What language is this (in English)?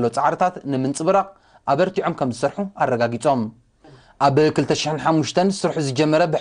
Tigrinya